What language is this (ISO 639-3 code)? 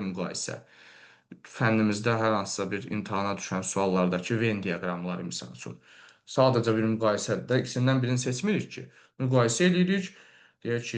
aze